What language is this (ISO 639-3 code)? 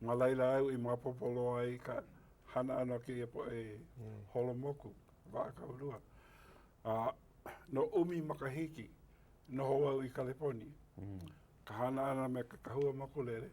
haw